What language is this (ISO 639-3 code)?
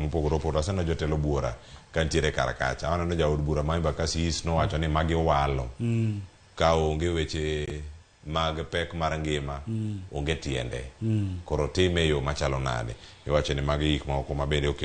luo